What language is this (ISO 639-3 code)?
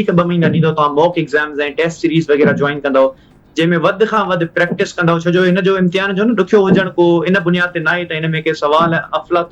snd